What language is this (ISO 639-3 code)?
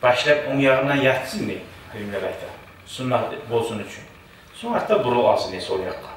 kum